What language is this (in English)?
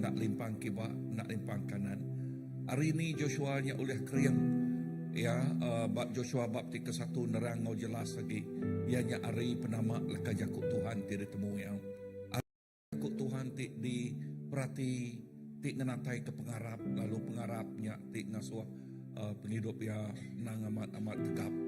Iban